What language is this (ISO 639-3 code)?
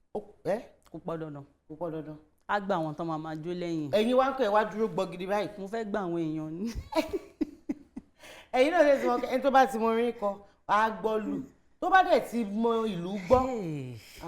yor